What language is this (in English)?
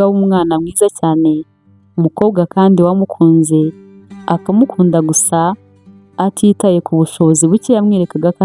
Kinyarwanda